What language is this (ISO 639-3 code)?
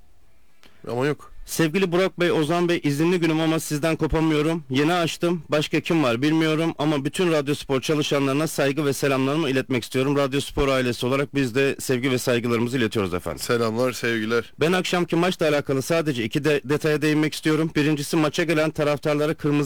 tur